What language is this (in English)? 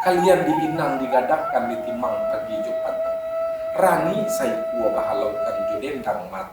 Minangkabau